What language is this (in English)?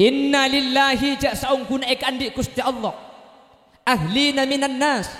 Madurese